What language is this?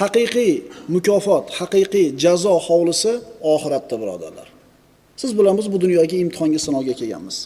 Uzbek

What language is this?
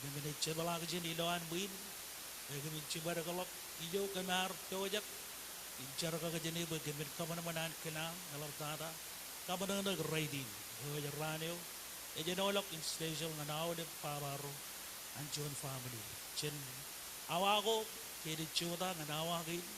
Marshallese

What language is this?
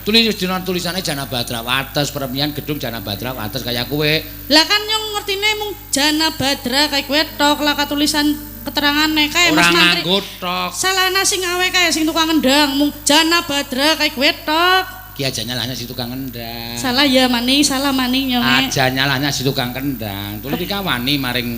Javanese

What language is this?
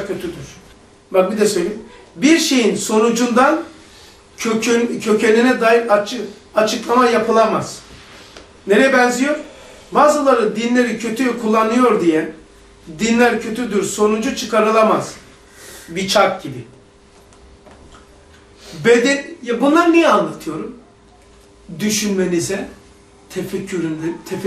Turkish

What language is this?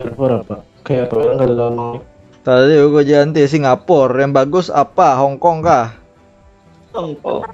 Banjar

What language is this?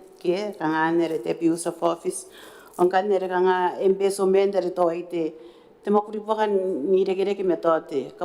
Gilbertese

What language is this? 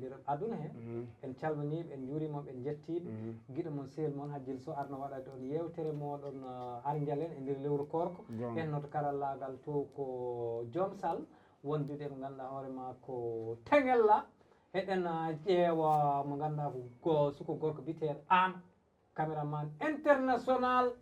Fula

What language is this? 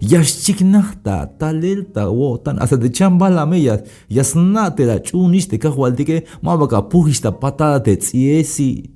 Tzeltal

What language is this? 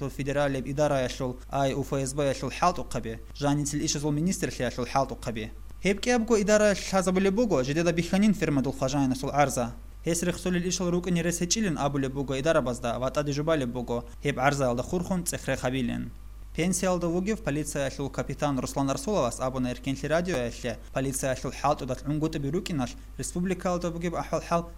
Avaric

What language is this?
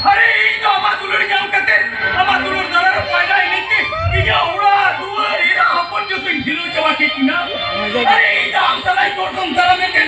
Santali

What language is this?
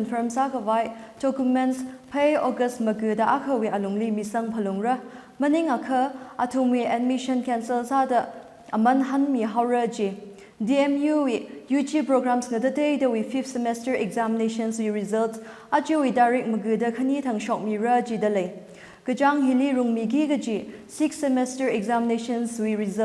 Tangkhul Naga (India)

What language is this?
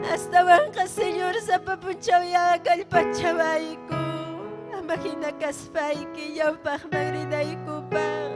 Ayacucho Quechua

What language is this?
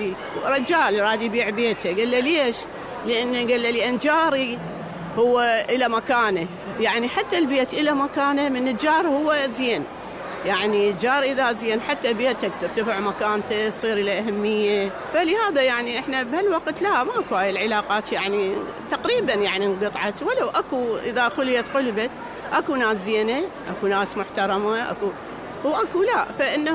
Mesopotamian Arabic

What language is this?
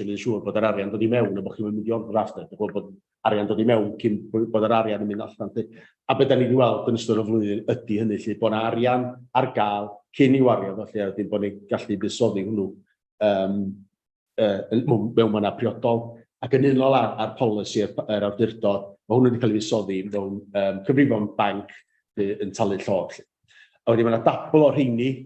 Welsh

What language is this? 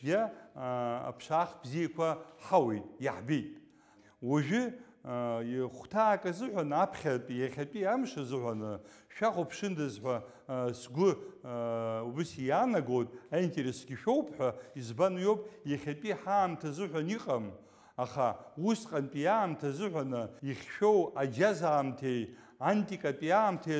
Abkhazian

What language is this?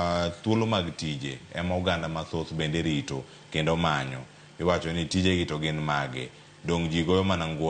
Luo (Kenya and Tanzania)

